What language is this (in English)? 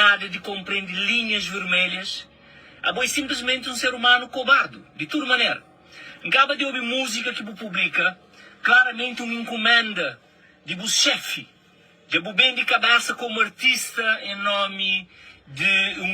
Kabuverdianu